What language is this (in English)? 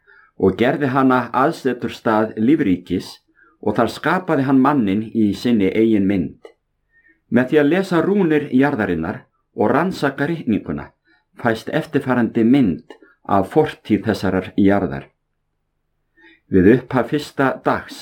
Icelandic